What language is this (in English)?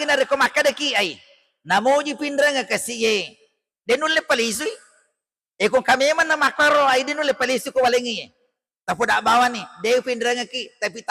Buginese